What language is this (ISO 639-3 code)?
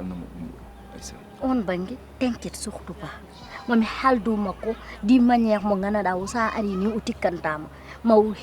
ful